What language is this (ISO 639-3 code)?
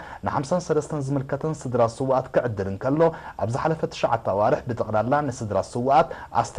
tir